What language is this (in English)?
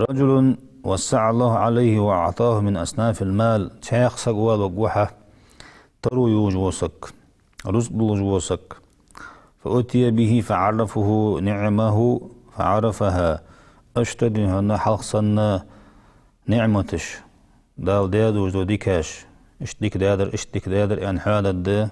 Ingush